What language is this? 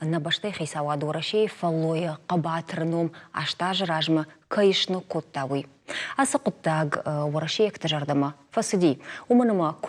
Ossetic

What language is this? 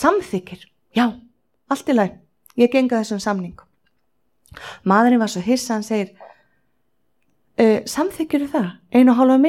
Icelandic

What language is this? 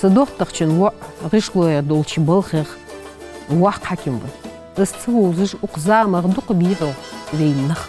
Ingush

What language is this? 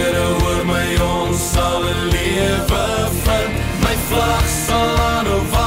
Afrikaans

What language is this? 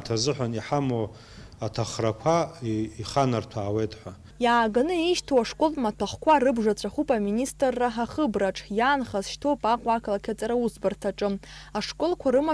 Abkhazian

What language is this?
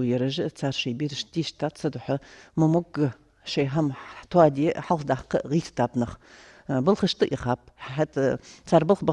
Ingush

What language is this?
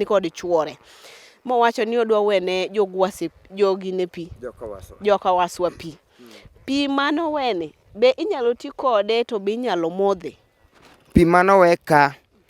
Luo (Kenya and Tanzania)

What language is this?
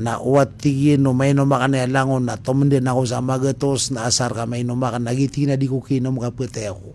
Maranao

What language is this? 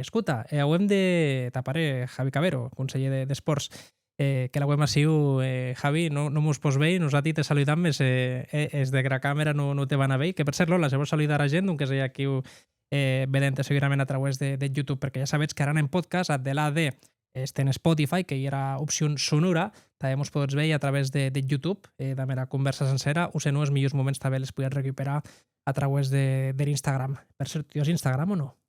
Occitan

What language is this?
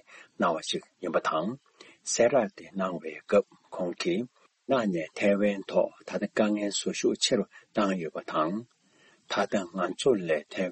Tibetan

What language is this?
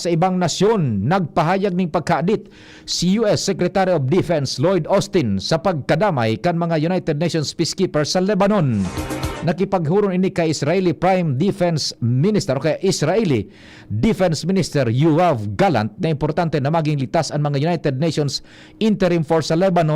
Bikol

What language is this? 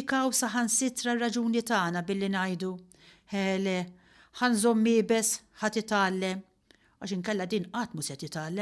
Maltese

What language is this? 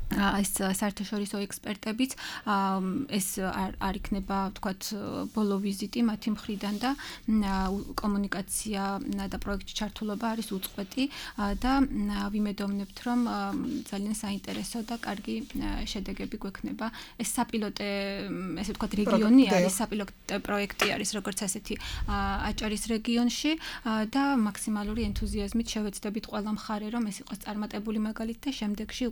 Georgian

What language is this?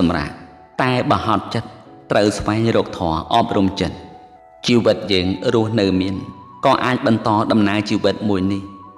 Khmer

